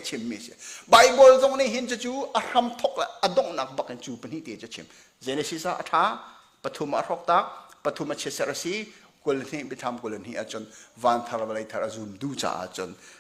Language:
Hakha Chin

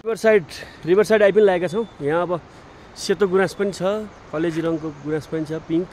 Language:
Nepali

